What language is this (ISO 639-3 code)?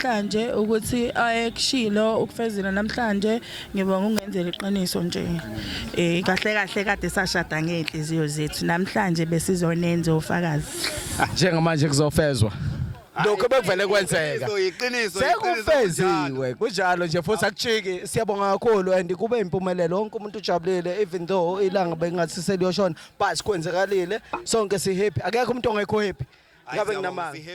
zul